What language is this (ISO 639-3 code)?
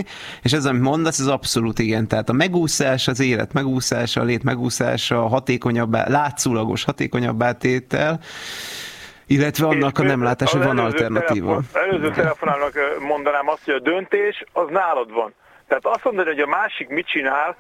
hun